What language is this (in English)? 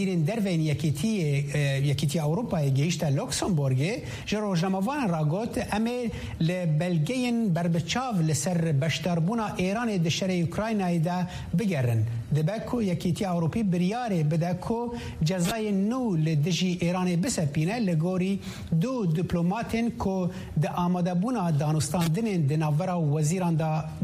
Kurdish